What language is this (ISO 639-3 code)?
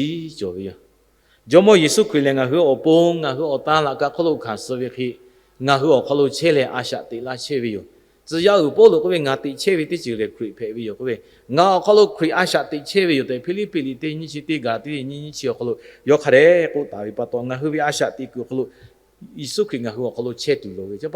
lhu